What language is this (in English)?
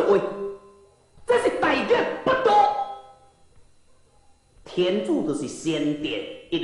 Min Nan Chinese